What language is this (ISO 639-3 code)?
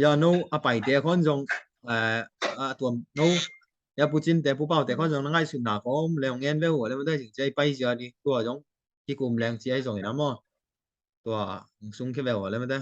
ctd